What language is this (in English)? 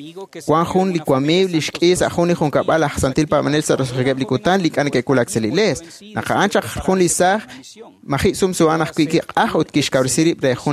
Kekchí